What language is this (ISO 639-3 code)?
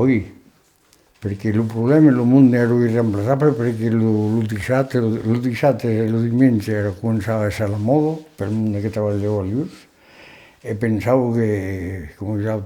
oci